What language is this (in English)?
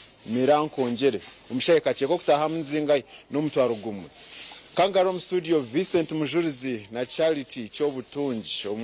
Nyankole